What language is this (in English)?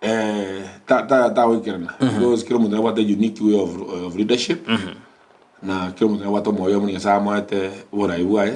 Gusii